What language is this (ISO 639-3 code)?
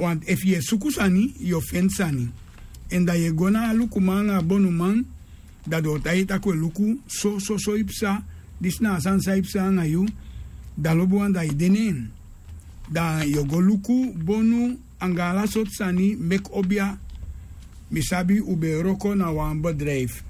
srn